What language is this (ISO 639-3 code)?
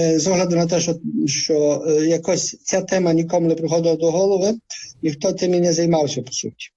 ukr